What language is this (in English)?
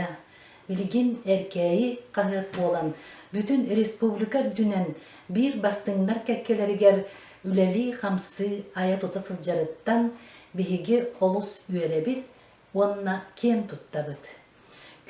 Yakut